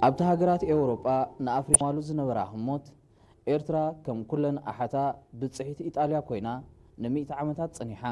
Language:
Tigrinya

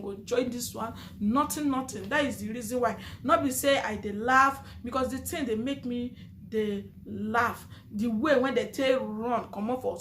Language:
Nigerian Pidgin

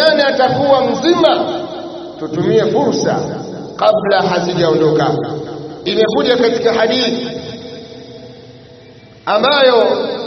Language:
Swahili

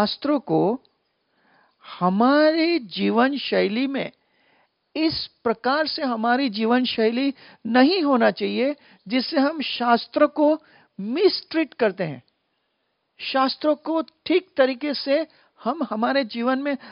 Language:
Hindi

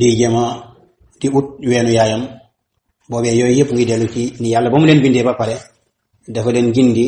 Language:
Wolof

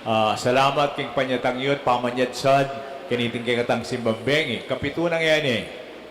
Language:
Pampanga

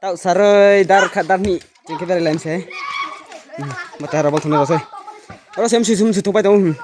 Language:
Riang (India)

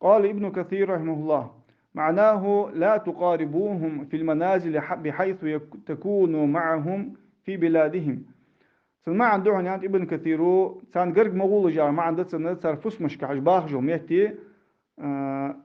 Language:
Ingush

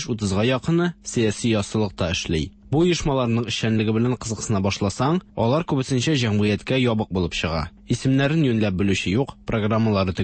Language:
Tatar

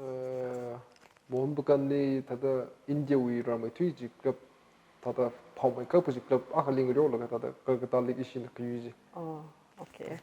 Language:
Tangkhul Naga (India)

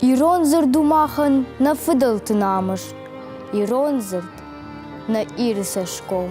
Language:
Ossetic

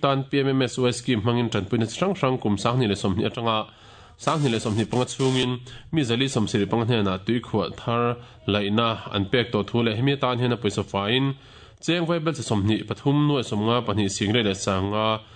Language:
Mizo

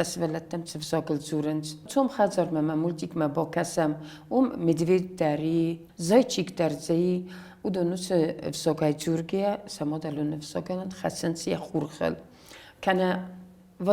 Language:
Ossetic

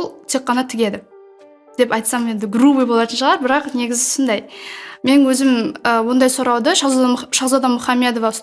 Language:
Kara-Kalpak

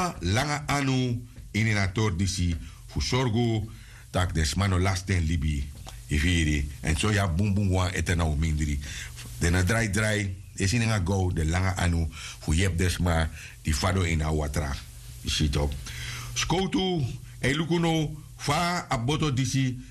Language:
Sranan Tongo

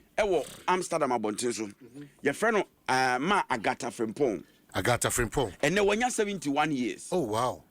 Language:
Akan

